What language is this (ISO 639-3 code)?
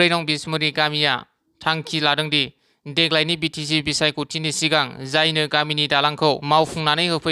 brx